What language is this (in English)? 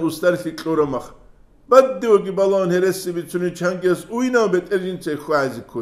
Avaric